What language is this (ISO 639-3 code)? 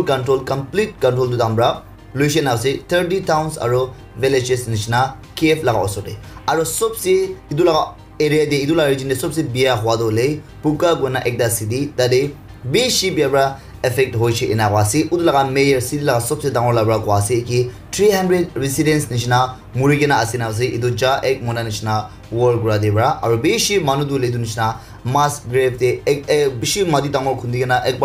nag